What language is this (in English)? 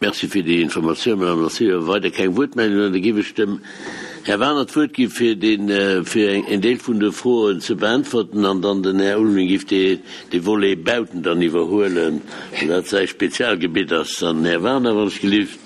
Luxembourgish